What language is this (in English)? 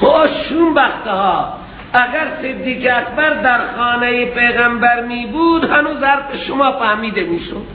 Persian